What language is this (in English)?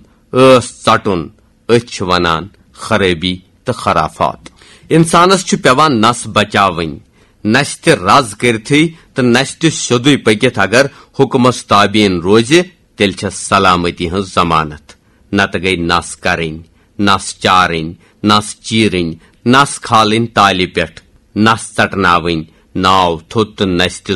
Kashmiri